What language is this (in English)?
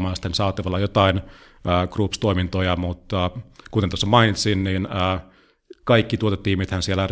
Finnish